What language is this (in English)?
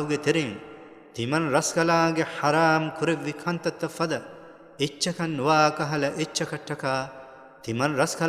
Divehi